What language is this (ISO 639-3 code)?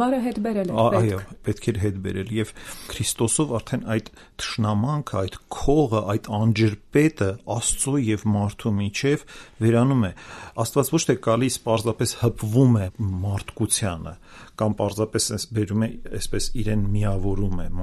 hye